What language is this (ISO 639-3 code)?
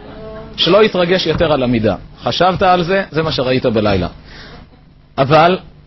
heb